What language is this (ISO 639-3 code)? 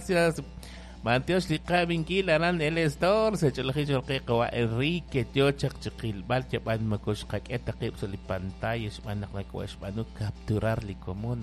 kek